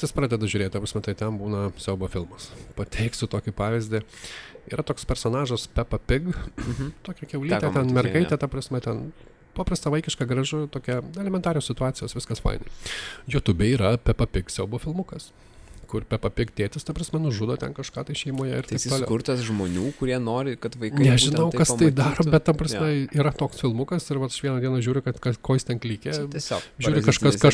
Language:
Lithuanian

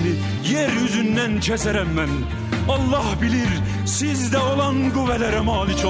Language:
South Azerbaijani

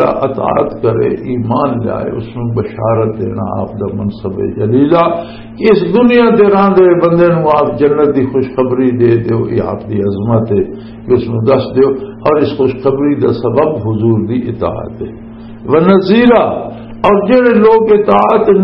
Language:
Western Panjabi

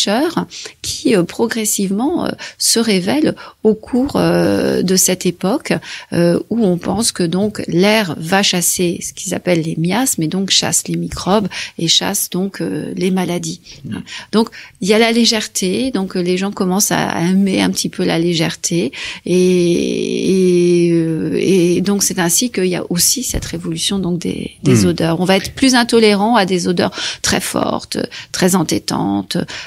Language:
French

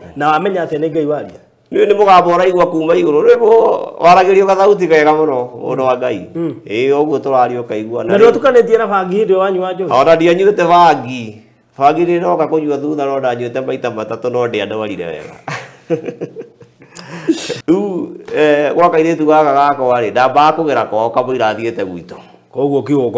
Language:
Kikuyu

